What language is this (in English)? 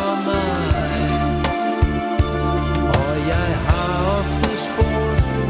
Danish